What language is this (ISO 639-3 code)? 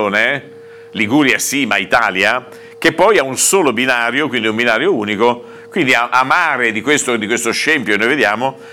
ita